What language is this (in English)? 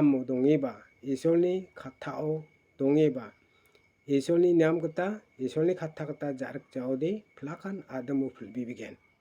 Garo